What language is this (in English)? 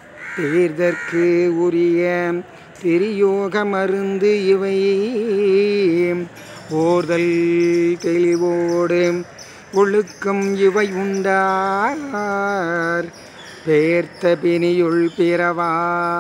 Tamil